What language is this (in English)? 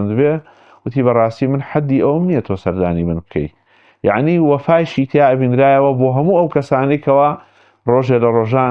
Central Kurdish